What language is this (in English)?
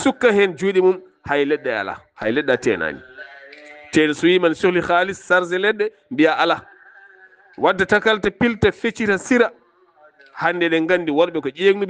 Fula